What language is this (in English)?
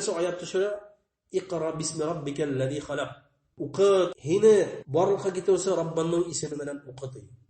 Bashkir